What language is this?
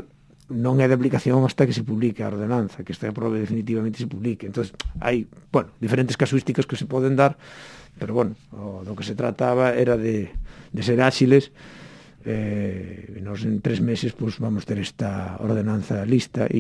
Galician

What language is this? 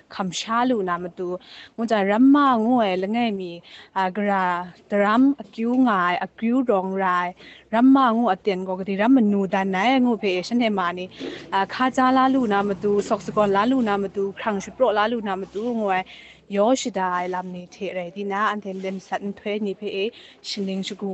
Kachin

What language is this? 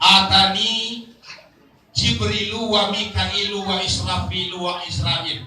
Minangkabau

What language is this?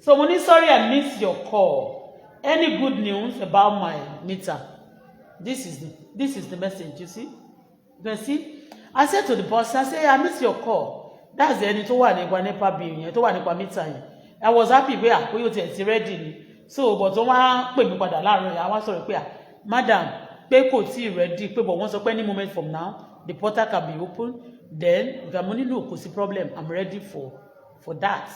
Yoruba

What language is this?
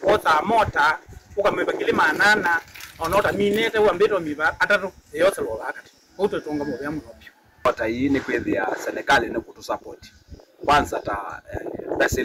Kamba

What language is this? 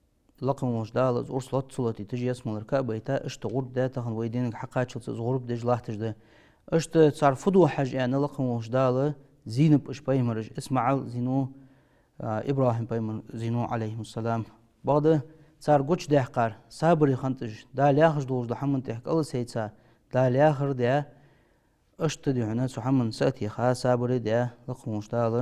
Ingush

